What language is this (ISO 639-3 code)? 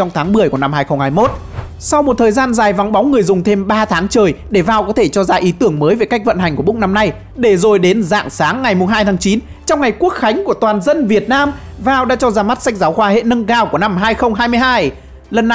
vie